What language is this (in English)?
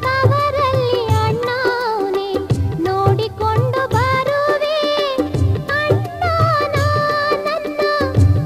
Kannada